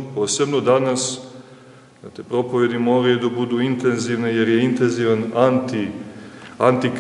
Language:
Serbian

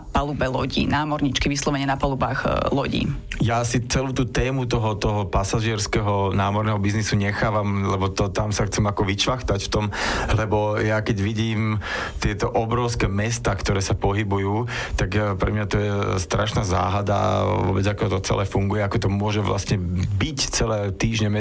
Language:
Slovak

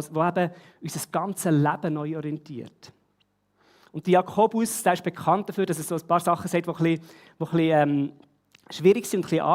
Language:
Swiss German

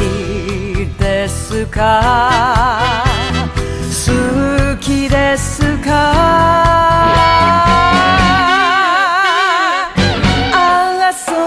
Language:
Japanese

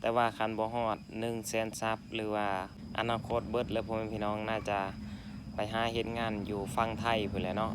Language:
Lao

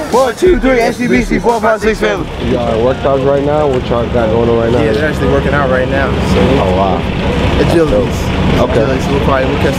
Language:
English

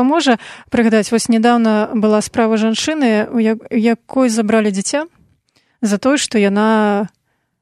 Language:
Belarusian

